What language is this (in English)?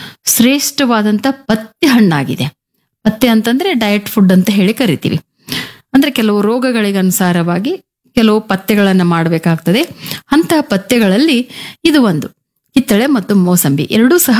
Kannada